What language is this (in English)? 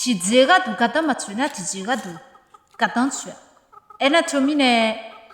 Akha